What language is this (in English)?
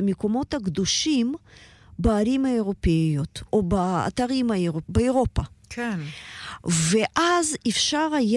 Hebrew